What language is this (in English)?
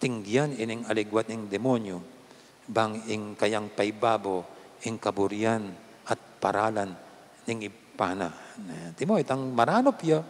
Pampanga